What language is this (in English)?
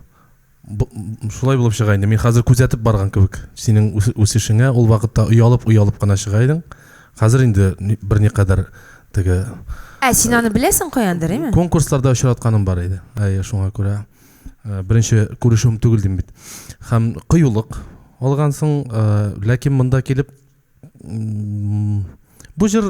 Tatar